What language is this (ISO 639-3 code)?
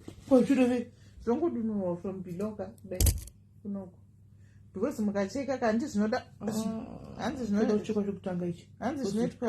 sna